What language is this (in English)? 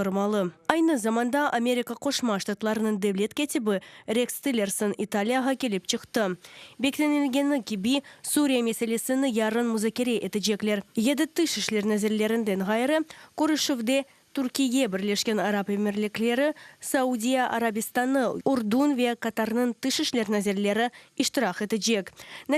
Crimean Tatar